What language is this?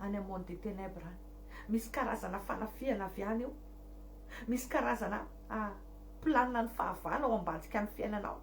Malagasy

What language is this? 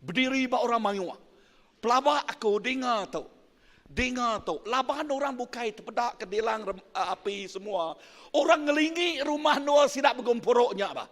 Iban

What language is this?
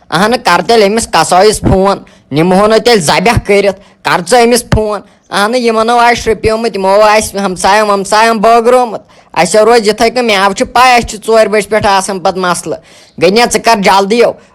Kashmiri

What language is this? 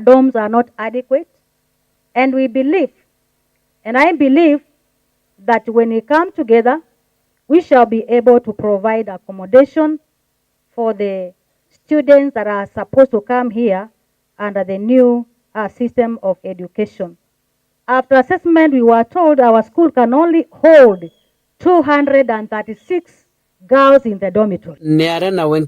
Meru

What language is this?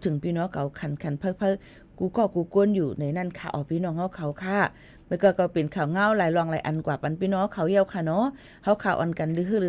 Shan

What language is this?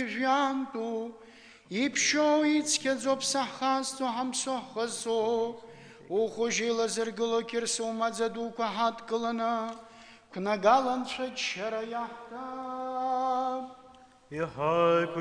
Abkhazian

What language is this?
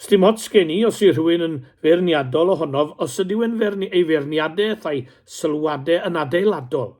Welsh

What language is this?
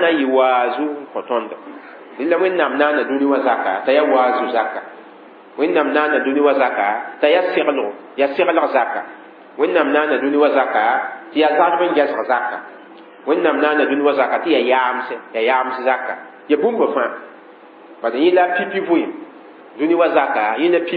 Mossi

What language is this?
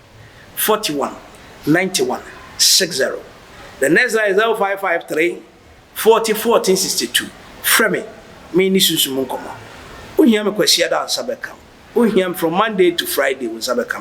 Akan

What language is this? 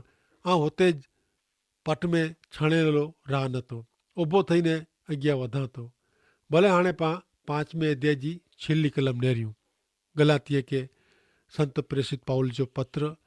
Kachhi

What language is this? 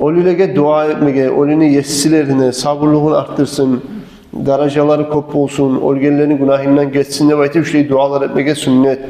Kumyk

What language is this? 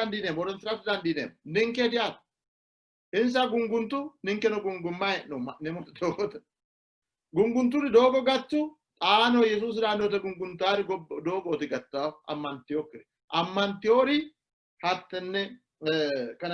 Sidamo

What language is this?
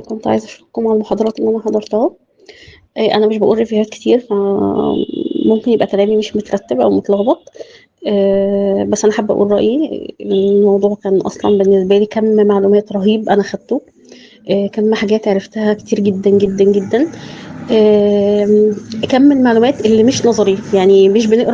Egyptian Arabic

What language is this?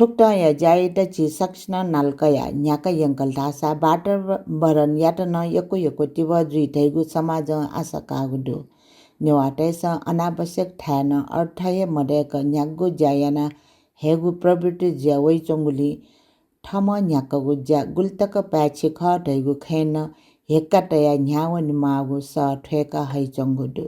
Newari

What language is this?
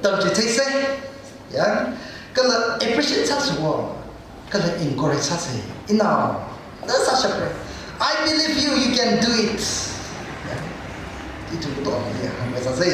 Tangkhul Naga (India)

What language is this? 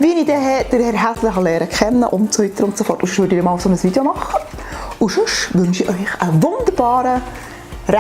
Swiss German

